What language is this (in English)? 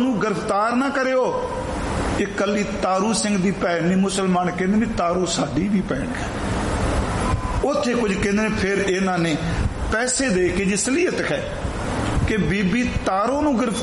Punjabi